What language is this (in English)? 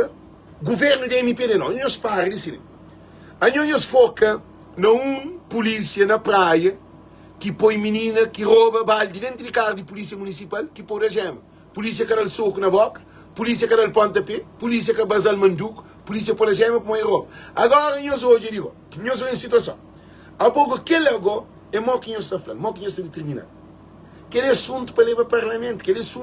Kabuverdianu